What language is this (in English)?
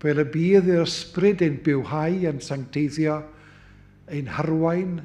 Welsh